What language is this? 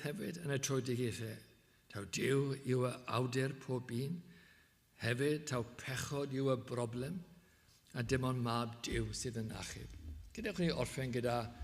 Welsh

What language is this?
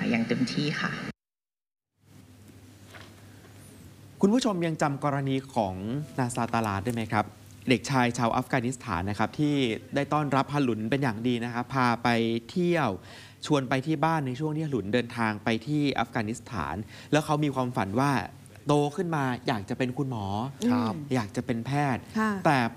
Thai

